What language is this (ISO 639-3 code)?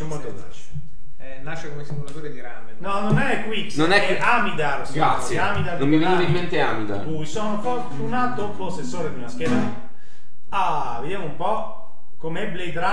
ita